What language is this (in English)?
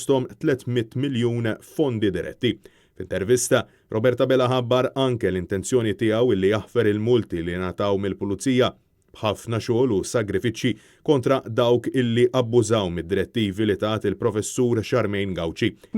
Maltese